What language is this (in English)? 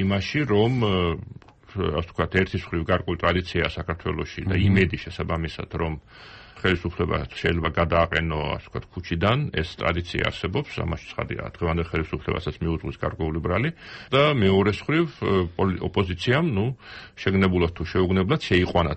Georgian